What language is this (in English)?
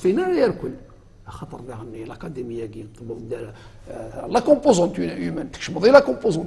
Kabyle